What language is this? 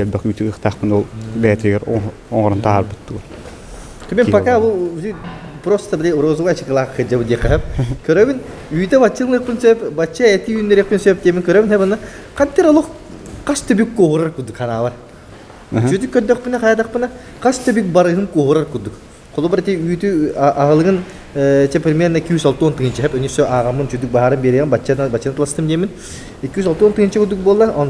Yakut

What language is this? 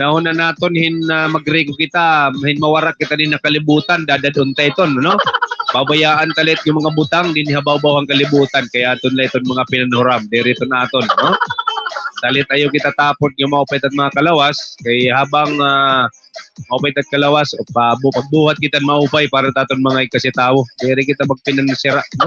Waray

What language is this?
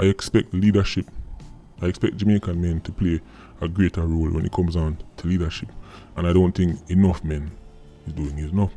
Jamaican Creole English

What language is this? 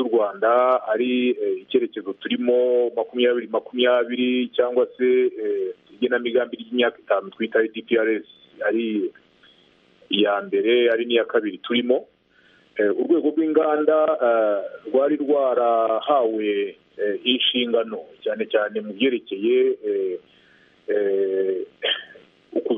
Kinyarwanda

